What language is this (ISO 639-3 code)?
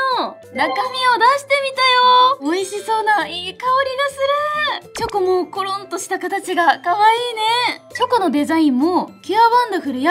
jpn